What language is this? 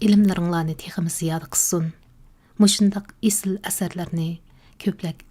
Uyghur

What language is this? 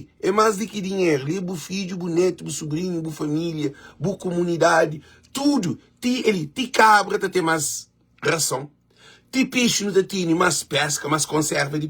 Kabuverdianu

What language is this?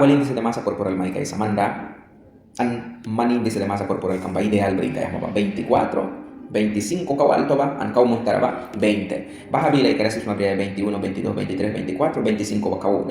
Mískito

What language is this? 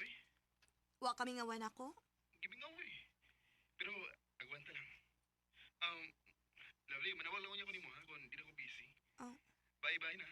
Cebuano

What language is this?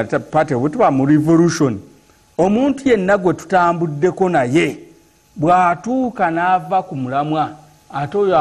Ganda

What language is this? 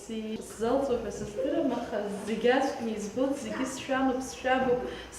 Abkhazian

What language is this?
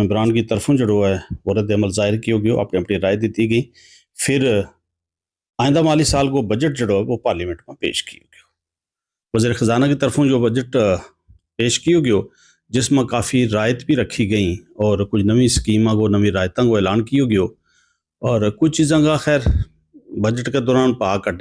Gujari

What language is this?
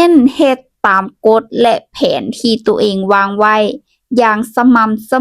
Lao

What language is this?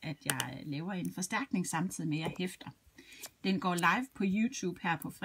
Danish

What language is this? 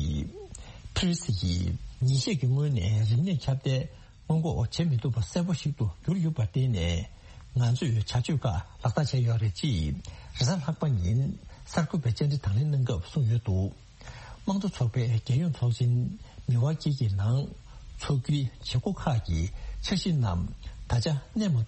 Tibetan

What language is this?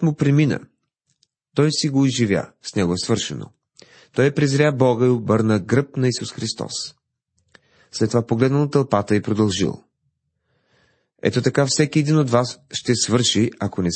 Bulgarian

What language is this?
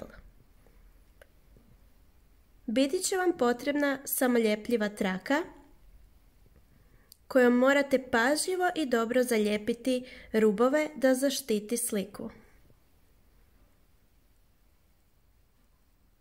Croatian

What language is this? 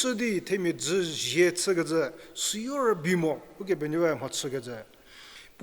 Angami Naga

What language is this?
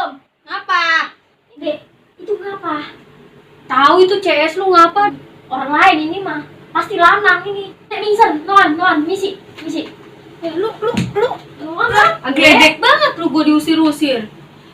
Betawi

